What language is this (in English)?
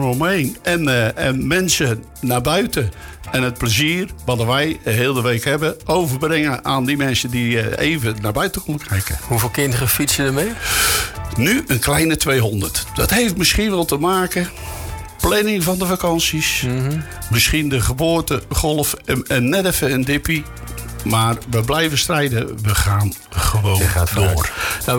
Dutch